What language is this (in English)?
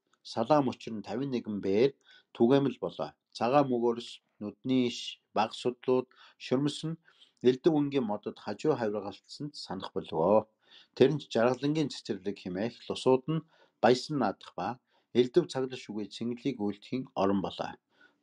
Mongolian